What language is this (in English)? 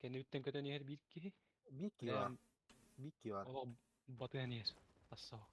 Yakut